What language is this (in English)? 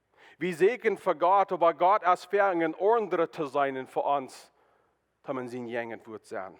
Plautdietsch